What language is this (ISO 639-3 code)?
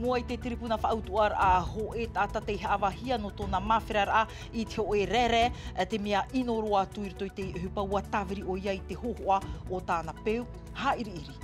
tah